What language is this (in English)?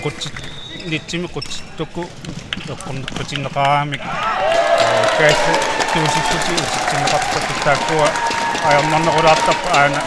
Kalaallisut